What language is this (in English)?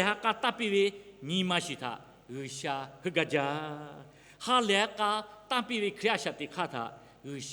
Lahu